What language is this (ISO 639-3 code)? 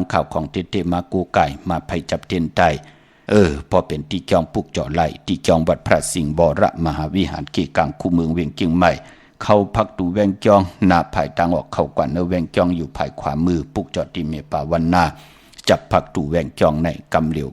shn